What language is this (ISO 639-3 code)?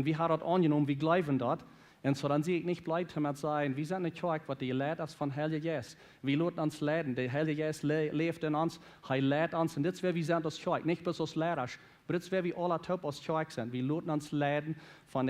pdt